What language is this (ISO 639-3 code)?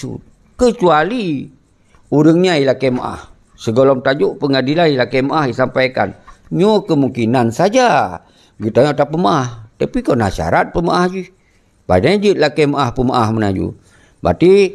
ace